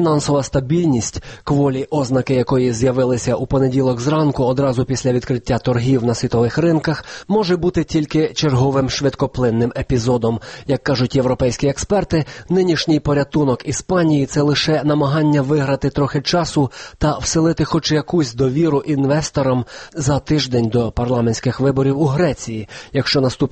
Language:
Ukrainian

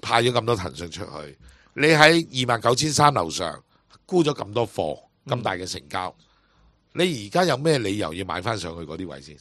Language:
Cantonese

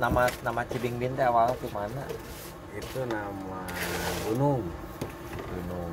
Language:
Sundanese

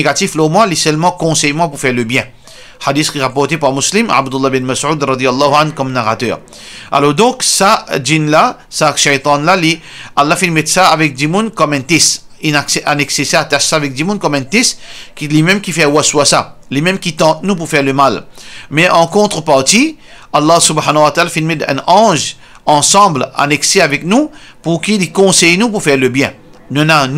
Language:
Morisyen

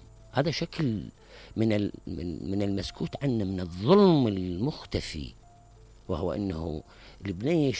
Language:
Mesopotamian Arabic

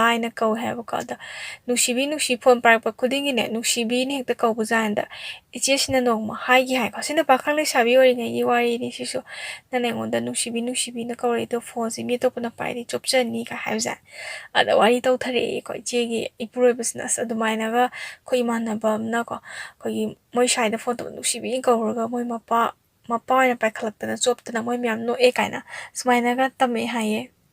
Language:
Manipuri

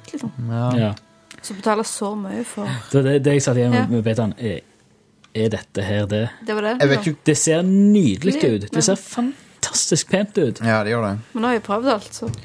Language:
Norwegian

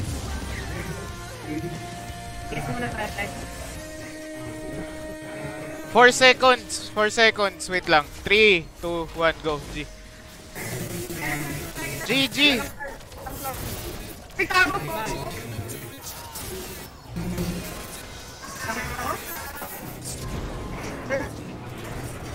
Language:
Filipino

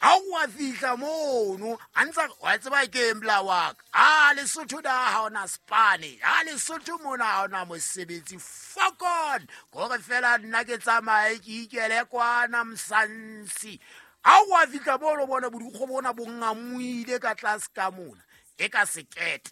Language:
Southern Sotho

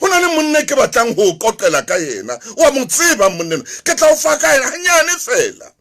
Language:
Southern Sotho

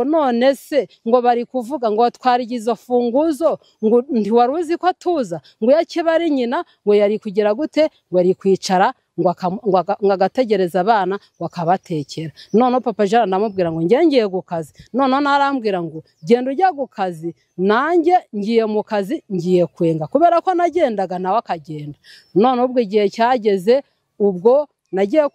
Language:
Kinyarwanda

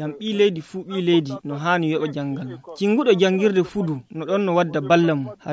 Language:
Nigerian Fulfulde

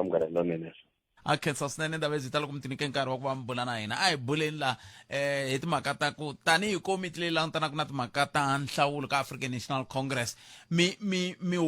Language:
Tsonga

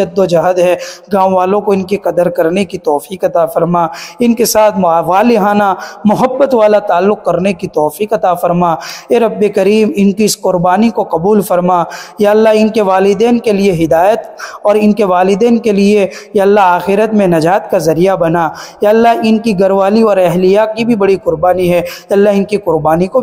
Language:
Urdu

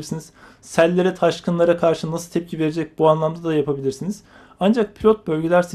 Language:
Turkish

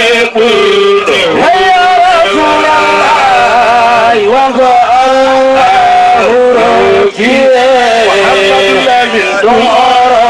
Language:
Fula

